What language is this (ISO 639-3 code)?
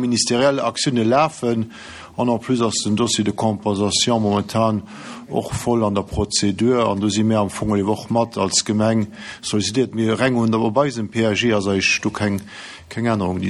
ltz